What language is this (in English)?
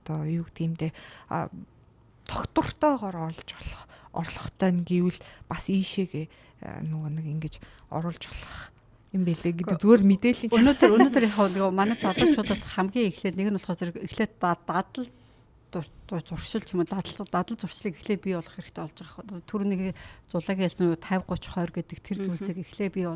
Mongolian